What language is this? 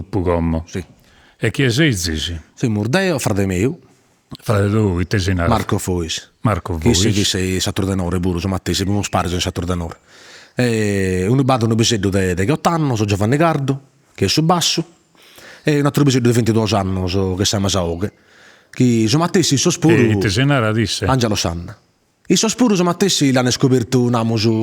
Sardinian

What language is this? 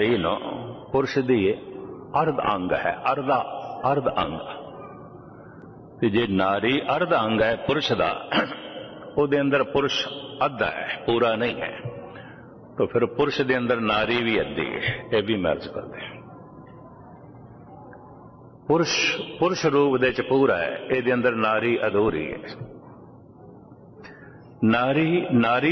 Punjabi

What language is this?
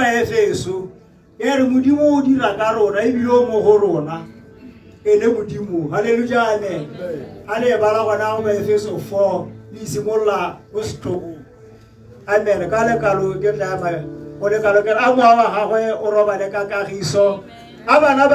Tswana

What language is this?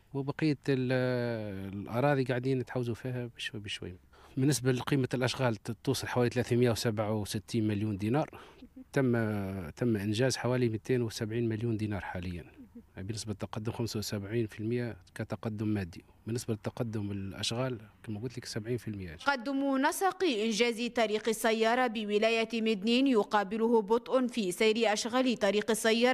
Tunisian Arabic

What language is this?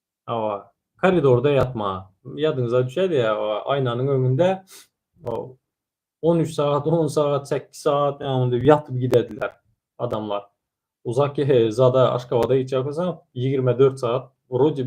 Turkmen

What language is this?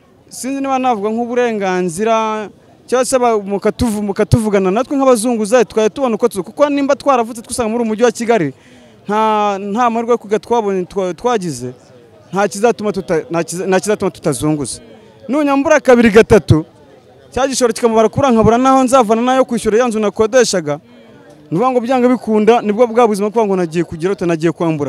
Kinyarwanda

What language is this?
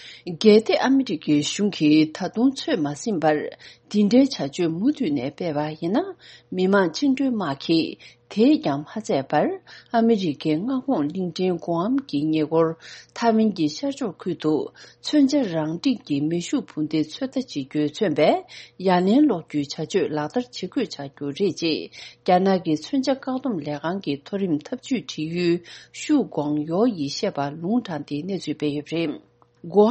Tibetan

